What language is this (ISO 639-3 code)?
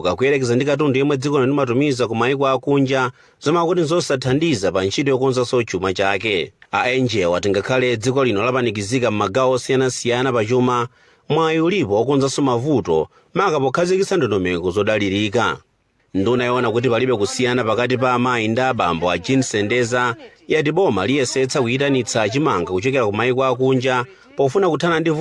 nya